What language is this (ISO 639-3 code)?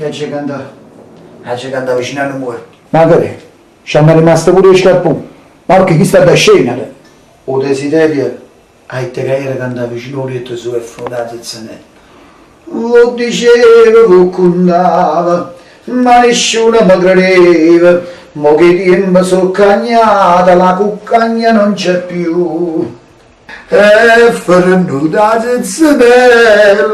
nap